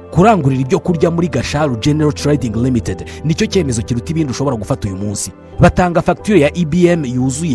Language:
Kinyarwanda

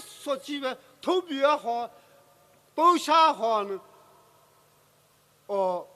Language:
Poumei Naga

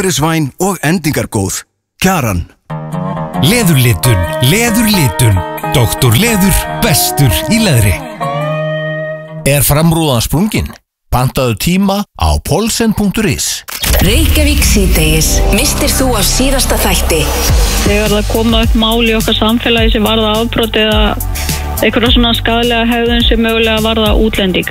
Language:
Icelandic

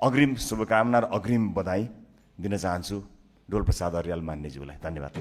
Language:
Nepali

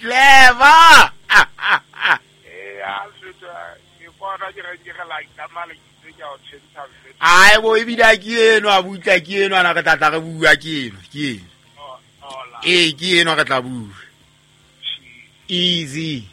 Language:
Southern Sotho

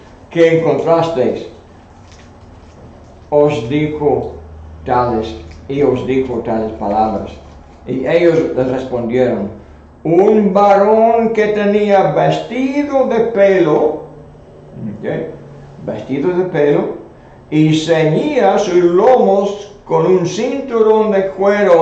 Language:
Spanish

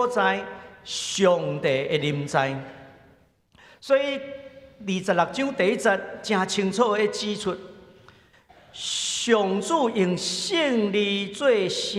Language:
Min Nan Chinese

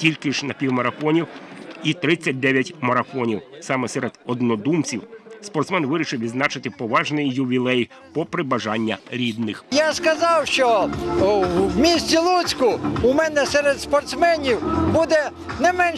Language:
Ukrainian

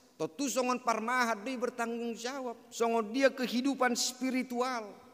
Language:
Batak Toba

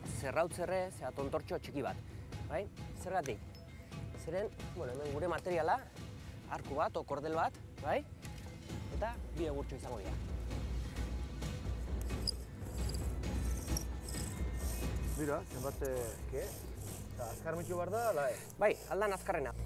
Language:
Basque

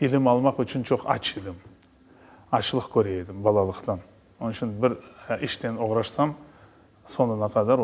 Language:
Crimean Tatar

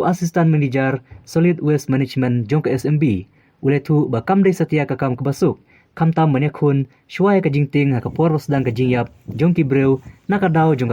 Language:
Khasi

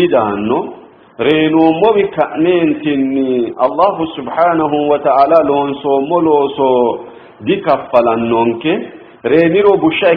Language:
Sidamo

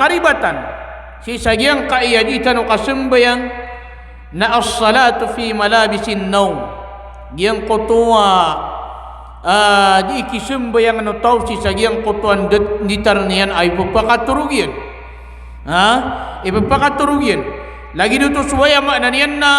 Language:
Maranao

